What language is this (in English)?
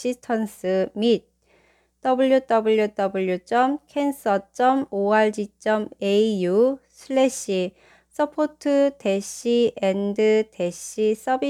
Korean